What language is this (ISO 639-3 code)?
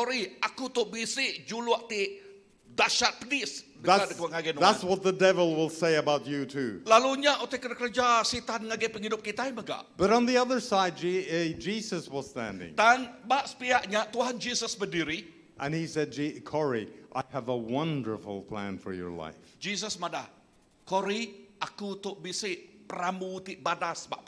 iba